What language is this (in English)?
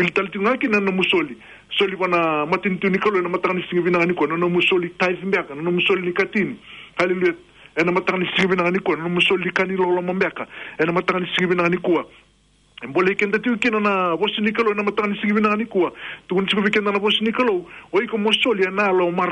Fijian